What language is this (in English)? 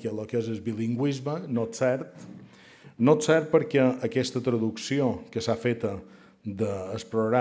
Catalan